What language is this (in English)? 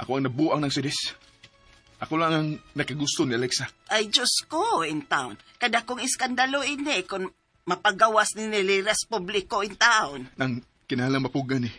Cebuano